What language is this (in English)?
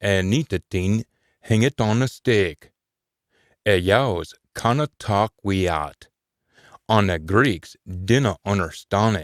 Scots